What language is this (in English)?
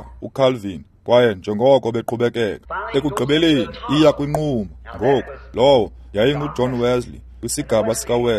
Xhosa